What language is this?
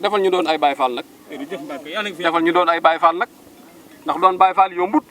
Wolof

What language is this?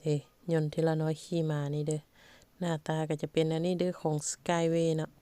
Lao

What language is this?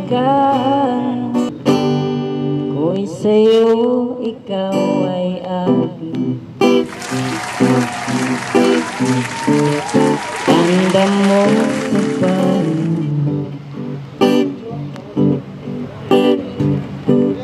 Filipino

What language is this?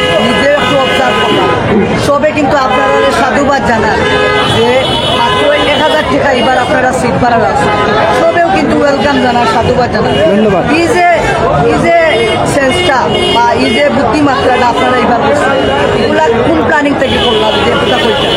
Sylheti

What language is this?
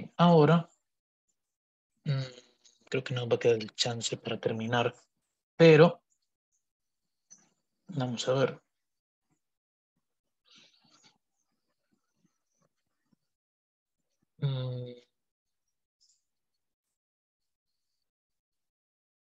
Spanish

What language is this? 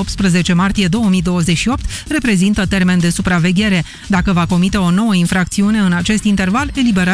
Romanian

